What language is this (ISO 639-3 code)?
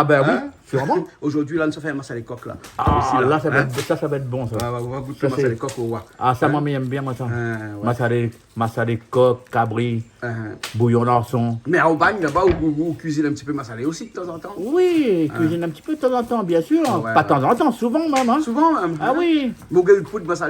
rcf